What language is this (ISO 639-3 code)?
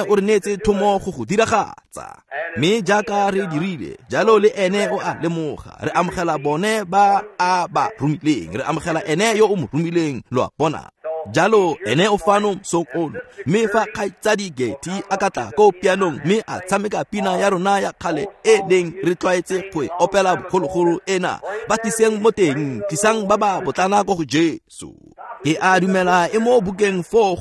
tsn